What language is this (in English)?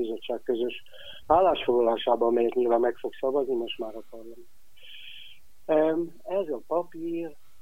Hungarian